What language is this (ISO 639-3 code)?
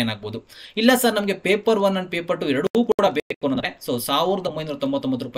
kan